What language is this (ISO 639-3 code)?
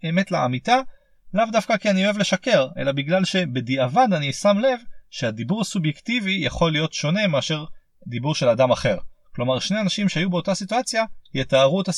heb